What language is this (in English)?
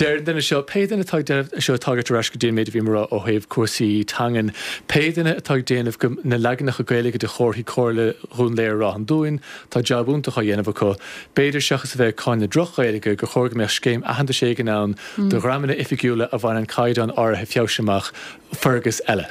Irish